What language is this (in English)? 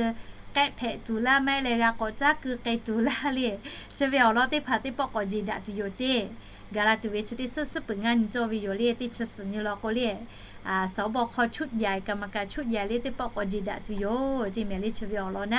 Lahu